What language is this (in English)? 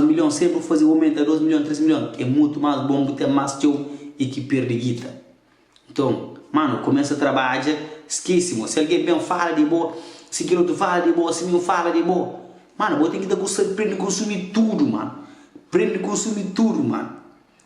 Kabuverdianu